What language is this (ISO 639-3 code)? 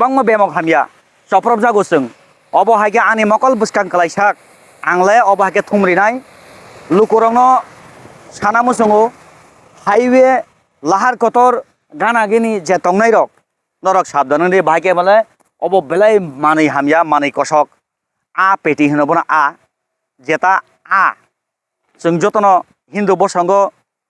trp